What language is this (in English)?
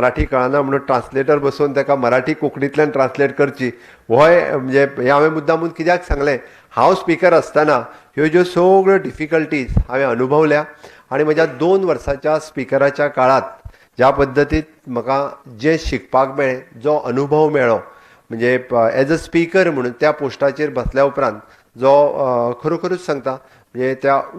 Konkani